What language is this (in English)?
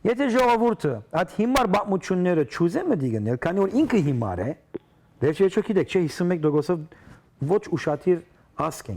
Western Armenian